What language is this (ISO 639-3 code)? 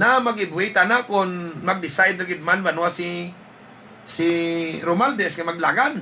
hil